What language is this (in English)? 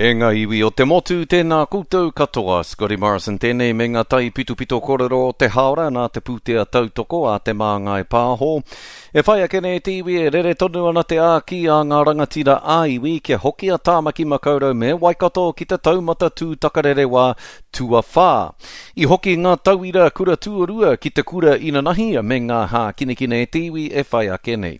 Māori